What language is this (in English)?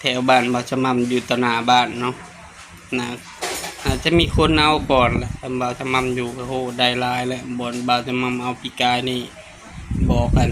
Northeastern Thai